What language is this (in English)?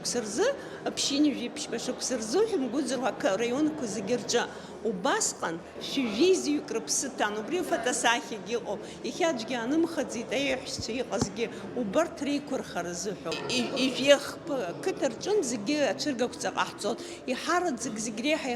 Abkhazian